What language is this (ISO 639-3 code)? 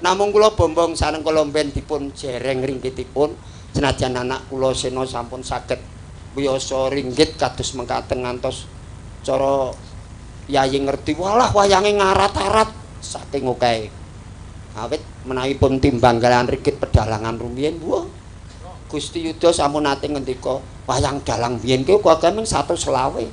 jav